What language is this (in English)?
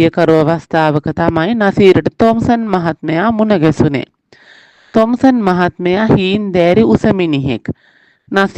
Sinhala